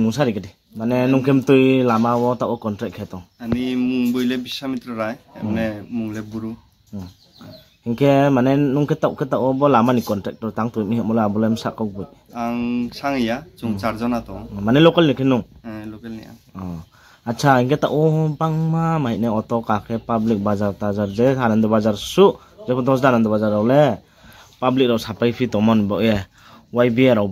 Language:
Riang (India)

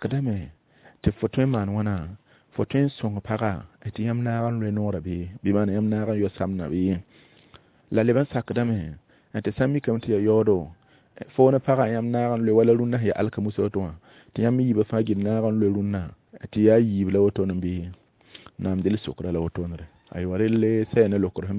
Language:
Mossi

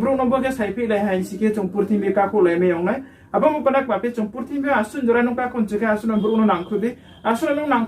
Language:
Riang (India)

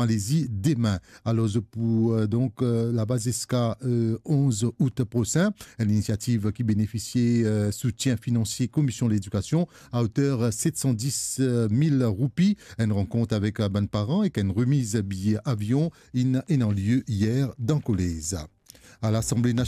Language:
Morisyen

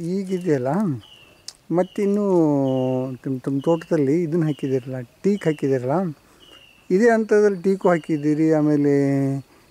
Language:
Kannada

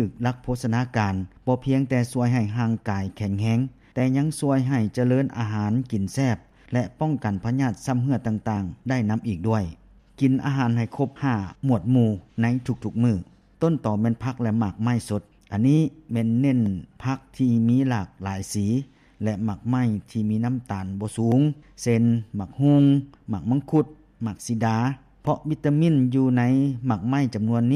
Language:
Lao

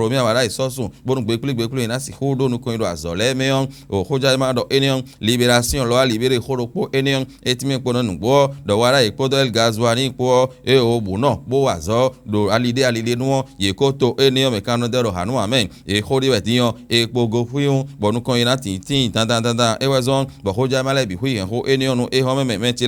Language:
Fon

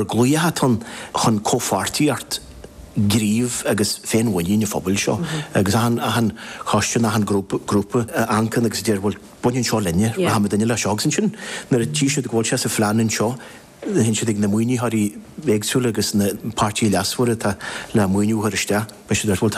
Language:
Irish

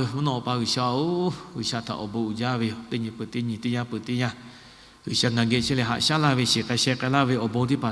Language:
Lahu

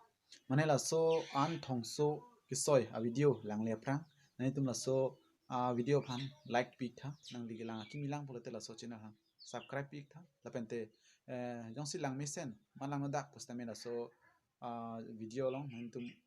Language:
Karbi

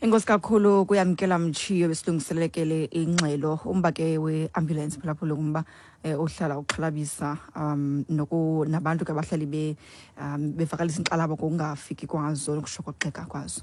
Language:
Xhosa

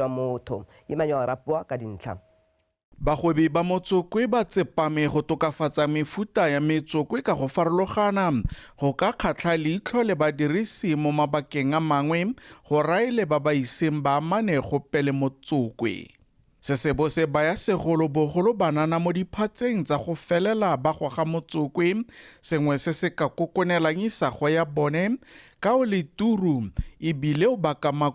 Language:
Tswana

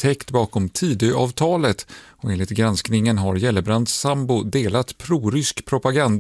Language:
Swedish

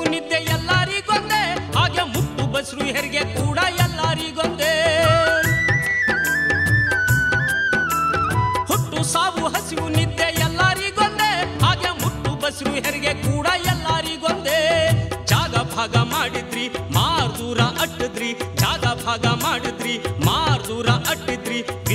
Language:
Kannada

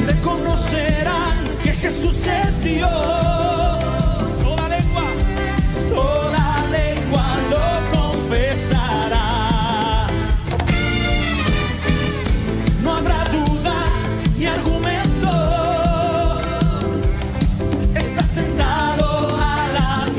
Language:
Spanish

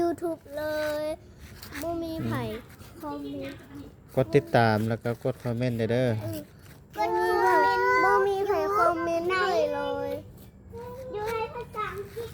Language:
Lao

